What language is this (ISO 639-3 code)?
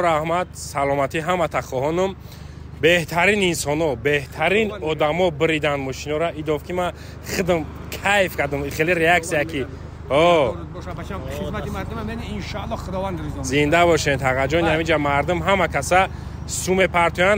tgk